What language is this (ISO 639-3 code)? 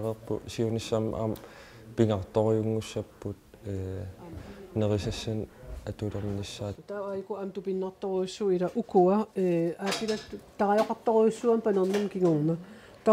kal